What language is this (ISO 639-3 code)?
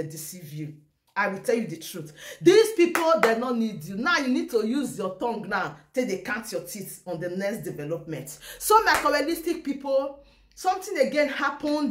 pcm